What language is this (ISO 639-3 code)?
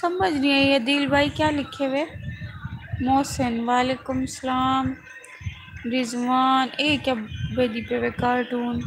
skr